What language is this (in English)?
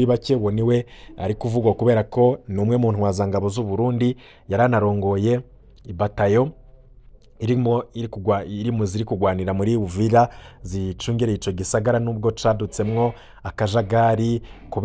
Rundi